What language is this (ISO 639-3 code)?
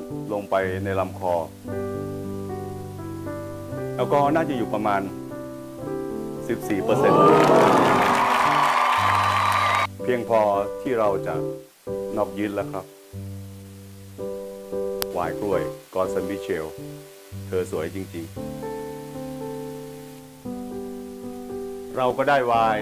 tha